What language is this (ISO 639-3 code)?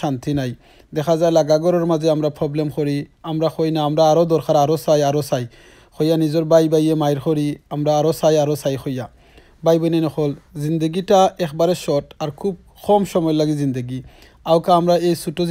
syl